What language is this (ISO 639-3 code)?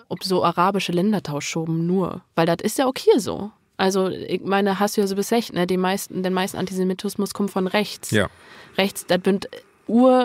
nds